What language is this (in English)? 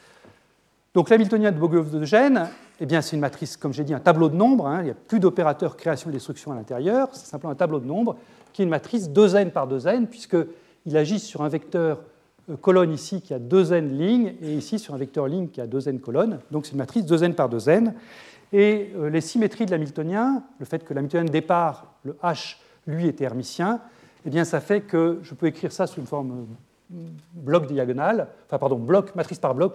French